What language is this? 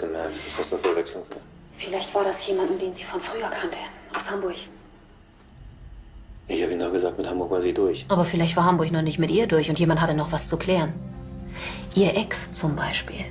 German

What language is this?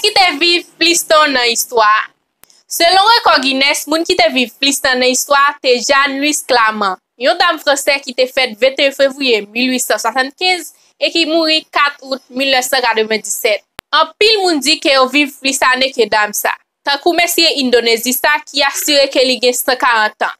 Haitian Creole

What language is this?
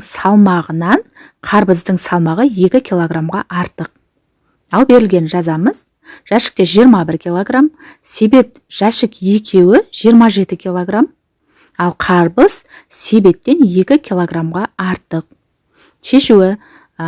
Kazakh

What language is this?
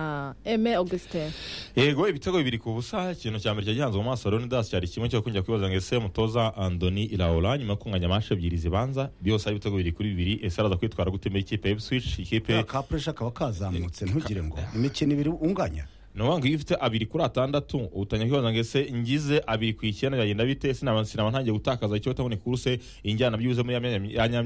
Kinyarwanda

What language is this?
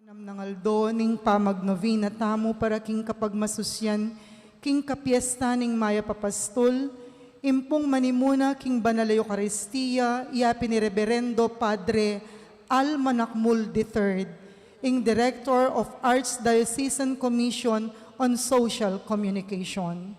Pampanga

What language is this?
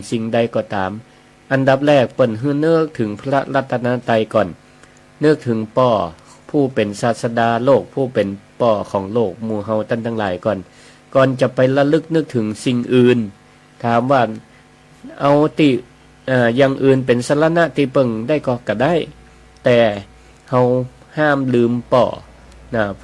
Northern Thai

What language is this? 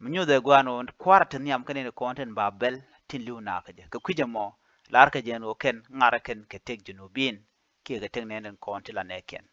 Nuer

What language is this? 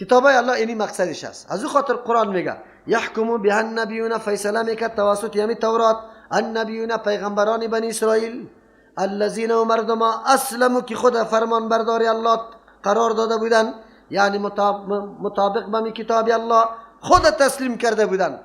Persian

